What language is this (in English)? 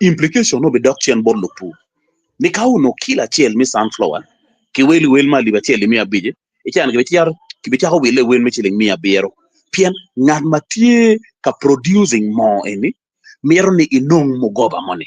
Acoli